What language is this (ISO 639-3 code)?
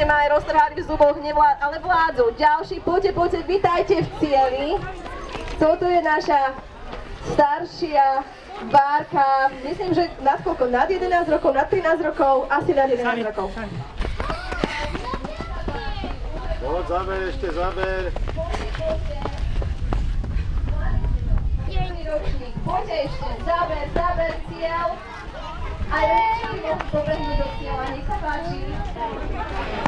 slk